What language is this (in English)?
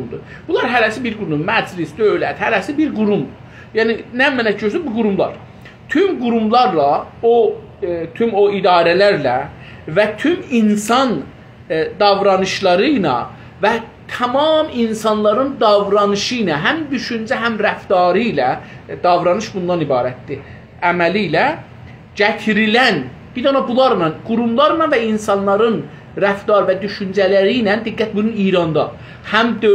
South Azerbaijani